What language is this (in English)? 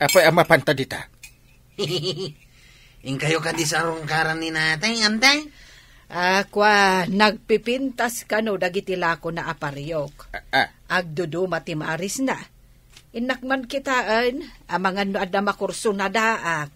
Iloko